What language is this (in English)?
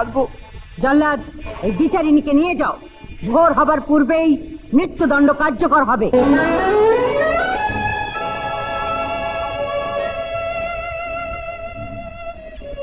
Bangla